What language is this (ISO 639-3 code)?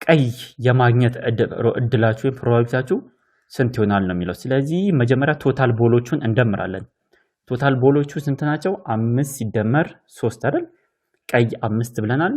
amh